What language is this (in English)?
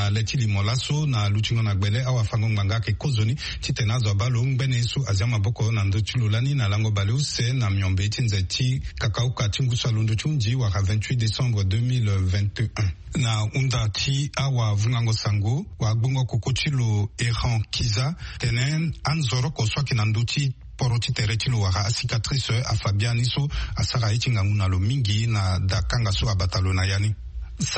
Sango